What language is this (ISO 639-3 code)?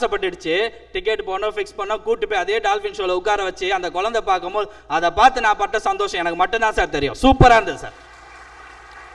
tam